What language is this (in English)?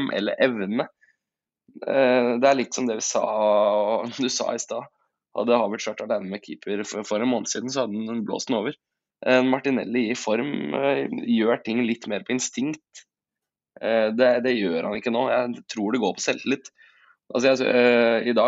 Norwegian